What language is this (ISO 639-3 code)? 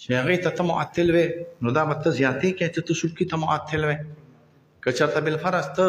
pus